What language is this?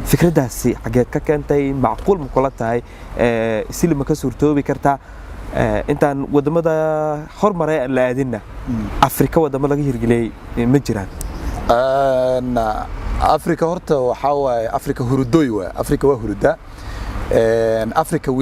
Somali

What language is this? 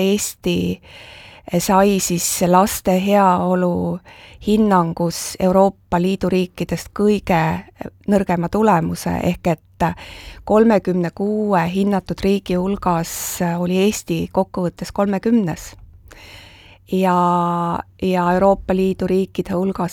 Estonian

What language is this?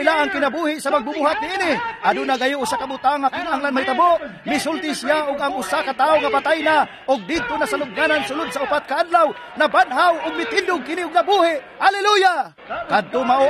Cebuano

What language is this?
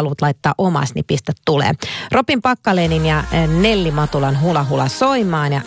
Finnish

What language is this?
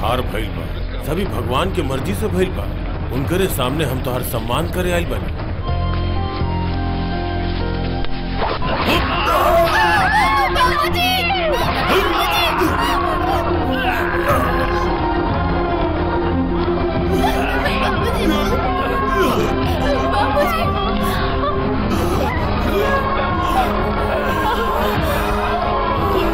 Bhojpuri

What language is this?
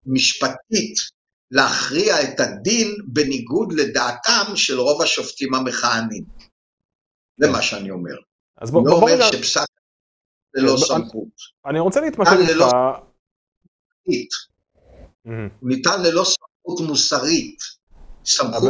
Hebrew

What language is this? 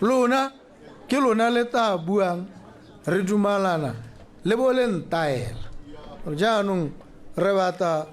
Tswana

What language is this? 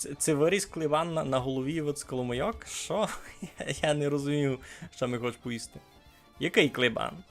Rusyn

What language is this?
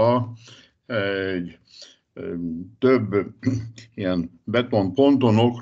Hungarian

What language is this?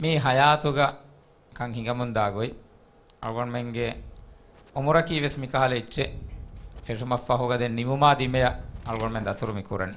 Divehi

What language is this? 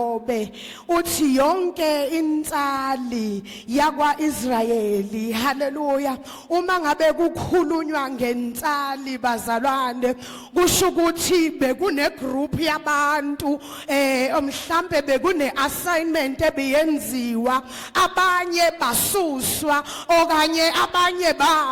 Zulu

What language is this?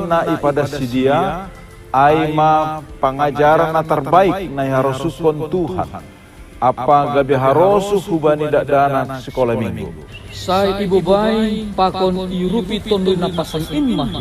Batak Simalungun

